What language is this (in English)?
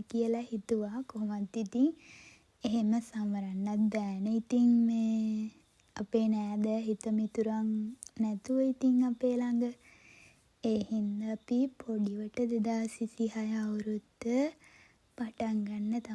Sinhala